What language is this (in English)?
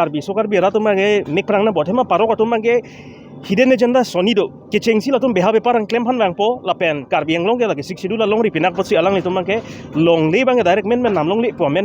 Karbi